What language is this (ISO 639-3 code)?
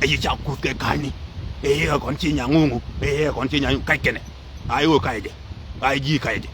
nus